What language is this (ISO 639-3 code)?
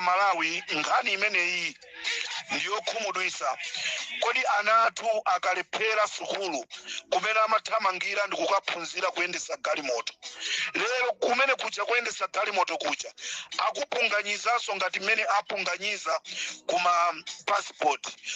nya